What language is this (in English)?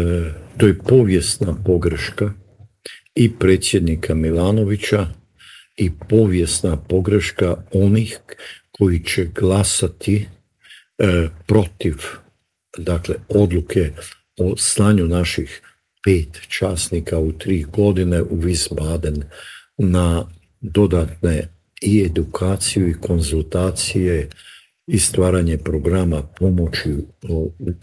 Croatian